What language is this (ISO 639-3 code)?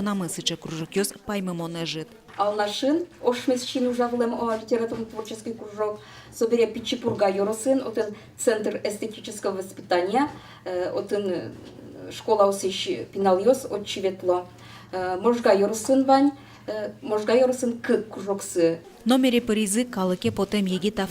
udm